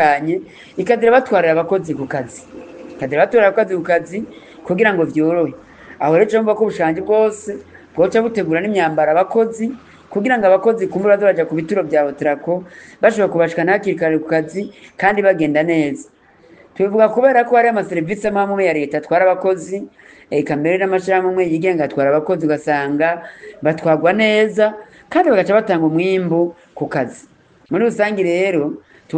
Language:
Rundi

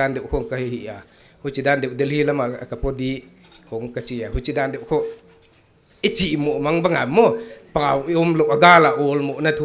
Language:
Paite Chin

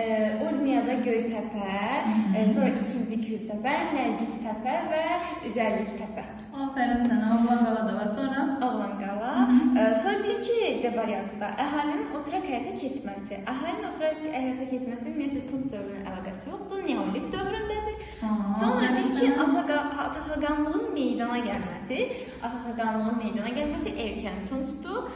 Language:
Azerbaijani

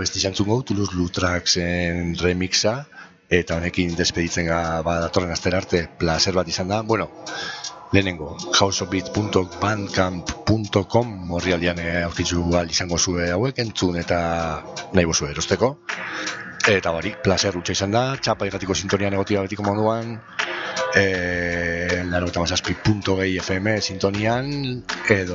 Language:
Basque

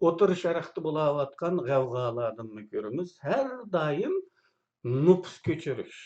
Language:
Uyghur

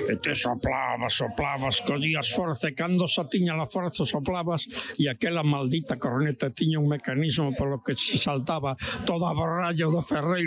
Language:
Galician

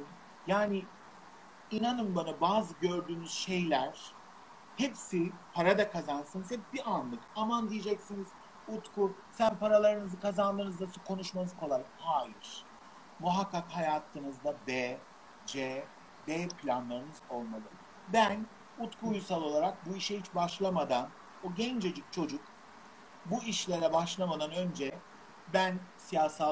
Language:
Turkish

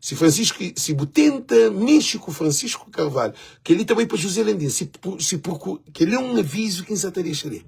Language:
Kabuverdianu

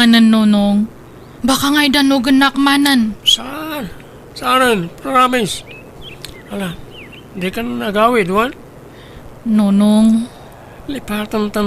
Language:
Iloko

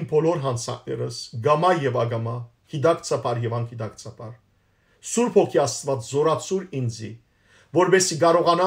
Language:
Western Armenian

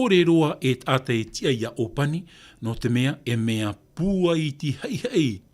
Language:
Tahitian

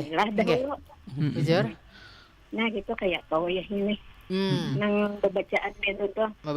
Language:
Banjar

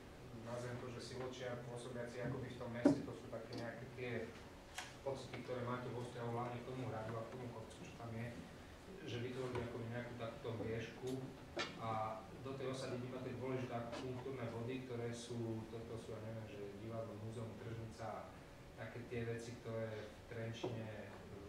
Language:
Slovak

